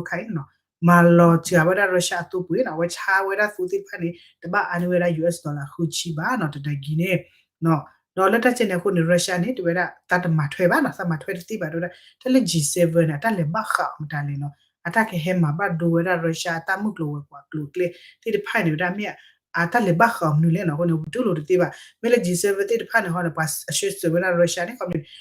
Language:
S'gaw Karen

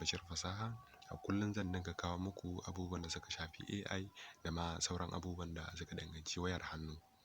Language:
Hausa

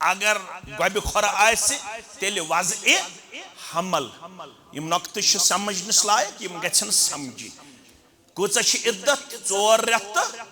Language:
Kashmiri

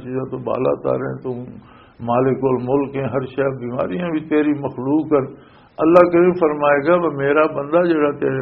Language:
Western Panjabi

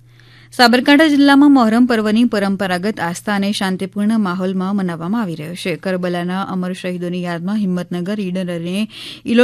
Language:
Gujarati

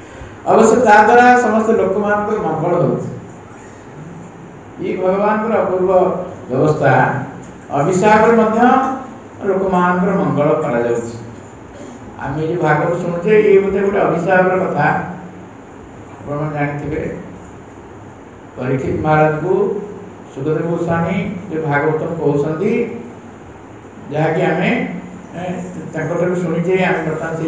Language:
Odia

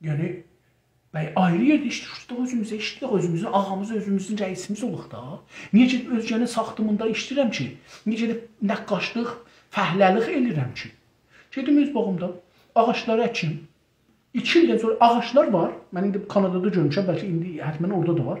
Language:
South Azerbaijani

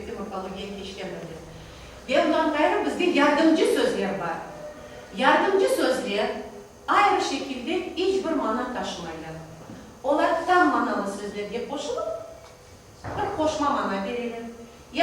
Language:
Crimean Tatar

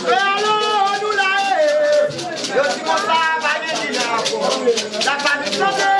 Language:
Haitian Creole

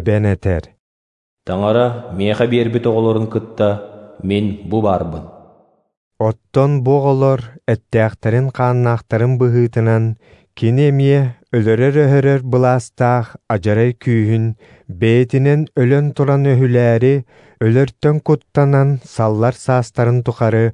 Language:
Yakut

